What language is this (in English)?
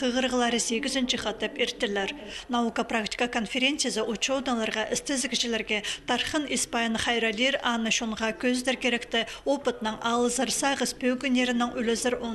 Khakas